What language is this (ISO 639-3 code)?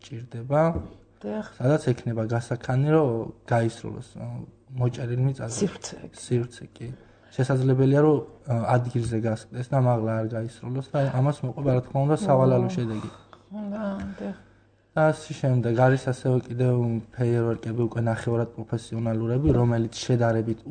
kat